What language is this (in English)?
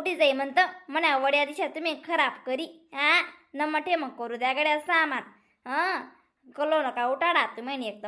Khandesi